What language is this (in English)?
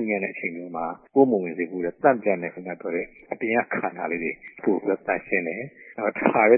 Burmese